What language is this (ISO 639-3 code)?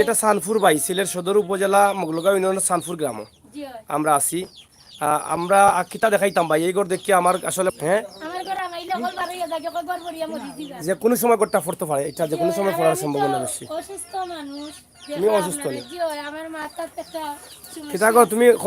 syl